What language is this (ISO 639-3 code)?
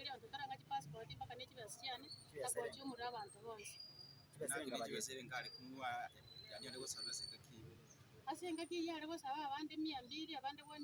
guz